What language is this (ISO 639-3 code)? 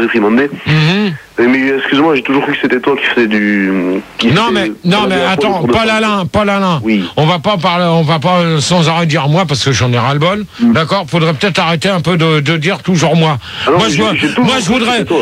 fra